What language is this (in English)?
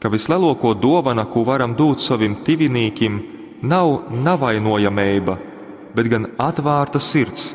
Latgalian